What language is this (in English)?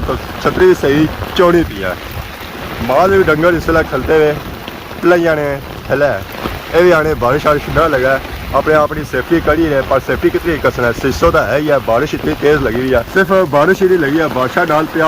Pahari-Potwari